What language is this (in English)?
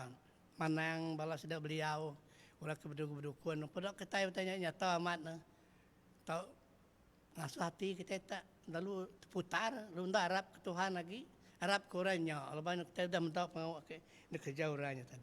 Iban